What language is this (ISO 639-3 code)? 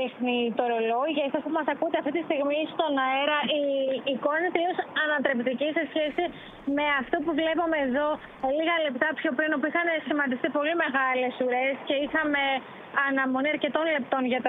ell